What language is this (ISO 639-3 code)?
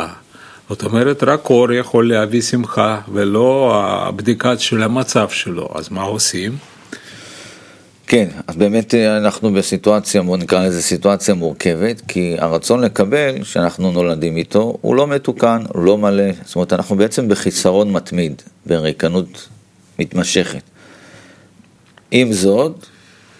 heb